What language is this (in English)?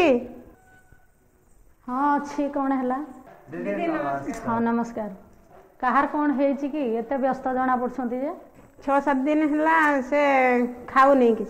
Odia